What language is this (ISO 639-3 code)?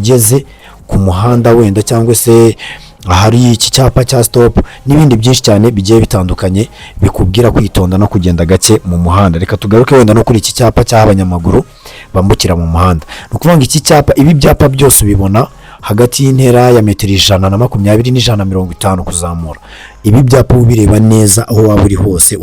kin